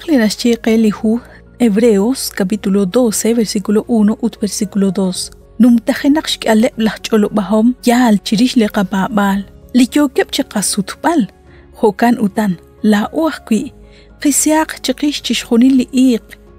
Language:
Kekchí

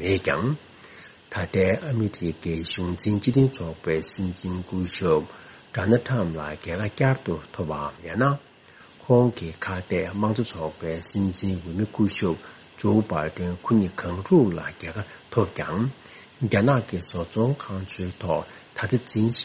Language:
Tibetan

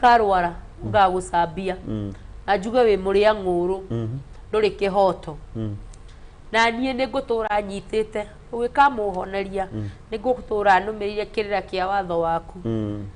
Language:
Kikuyu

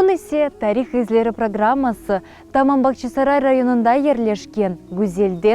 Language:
Crimean Tatar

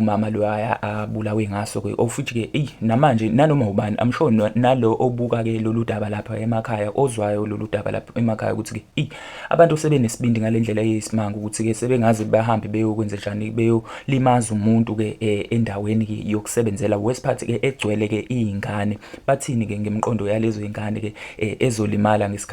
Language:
Zulu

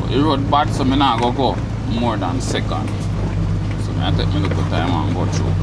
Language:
Jamaican Creole English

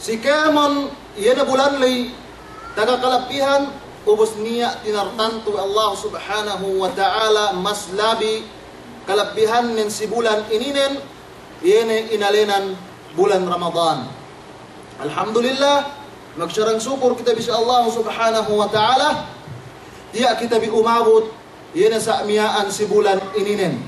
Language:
Yakan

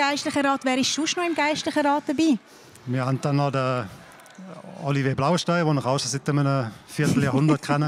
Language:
Swiss German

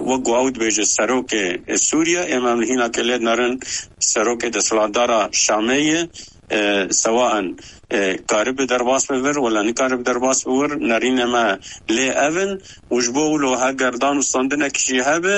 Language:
Kurdish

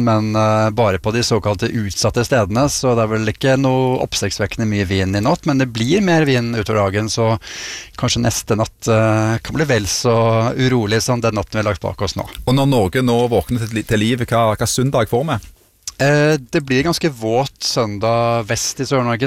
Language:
Norwegian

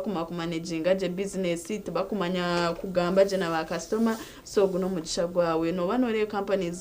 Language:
Nyankole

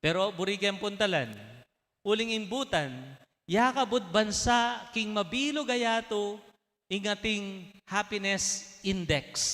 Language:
Pampanga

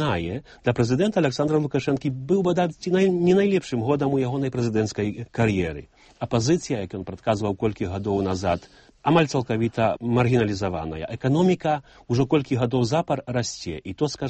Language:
Belarusian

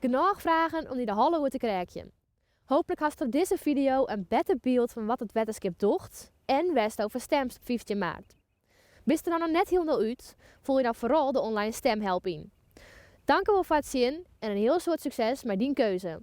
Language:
Western Frisian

